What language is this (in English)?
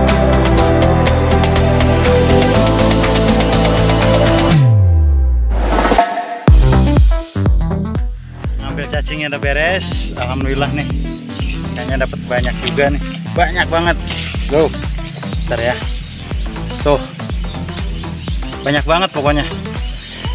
Indonesian